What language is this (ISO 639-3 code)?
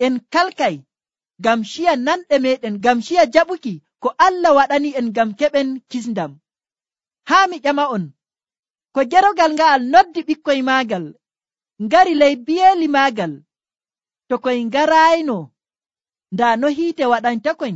fuv